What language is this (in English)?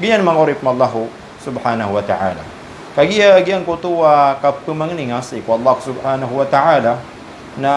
Maranao